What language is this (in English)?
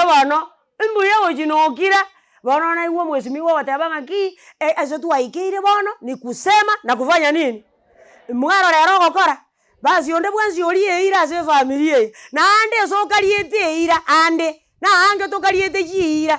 Gusii